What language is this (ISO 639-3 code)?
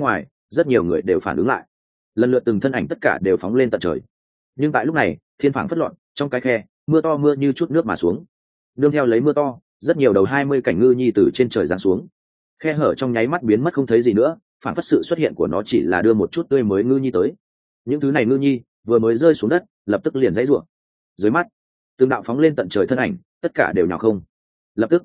vie